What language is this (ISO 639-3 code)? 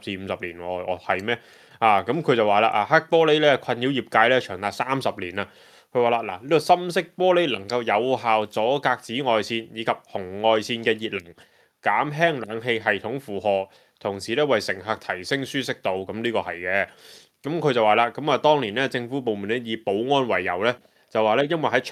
yue